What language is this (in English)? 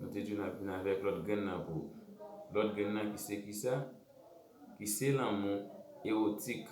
Haitian Creole